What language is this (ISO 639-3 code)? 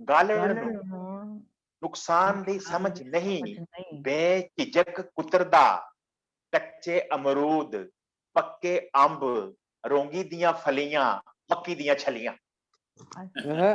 doi